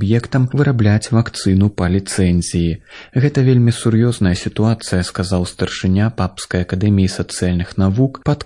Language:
Belarusian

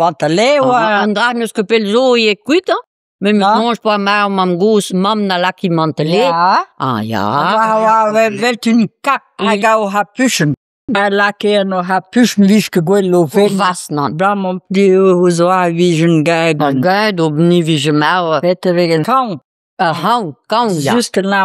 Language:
Breton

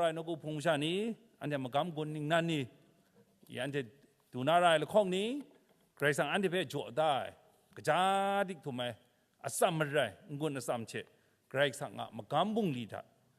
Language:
Kachin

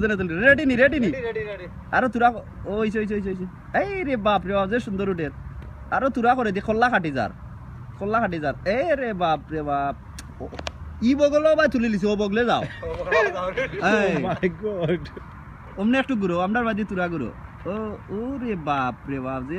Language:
Sylheti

